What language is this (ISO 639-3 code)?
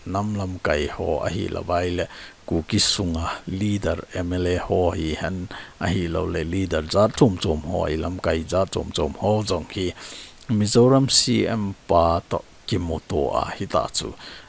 tcz